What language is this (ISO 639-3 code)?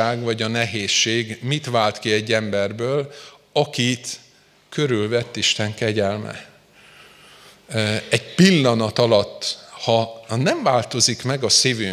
hun